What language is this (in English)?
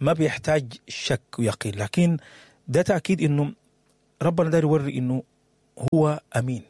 Sudanese Arabic